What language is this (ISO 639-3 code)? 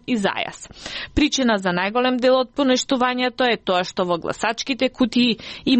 mkd